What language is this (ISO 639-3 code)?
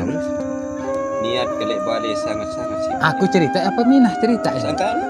sas